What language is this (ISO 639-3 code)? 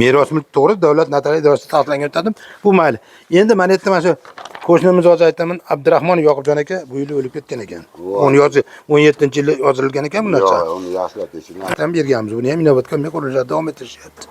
uzb